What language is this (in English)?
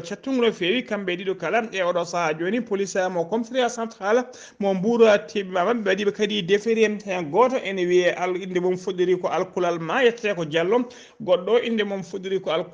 Fula